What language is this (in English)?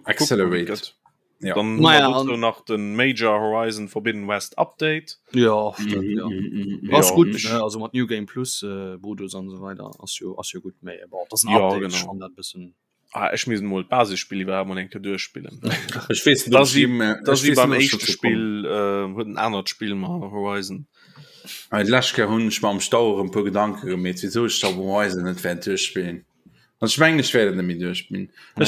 Luxembourgish